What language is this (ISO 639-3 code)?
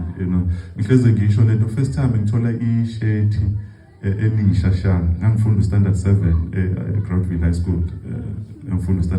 zul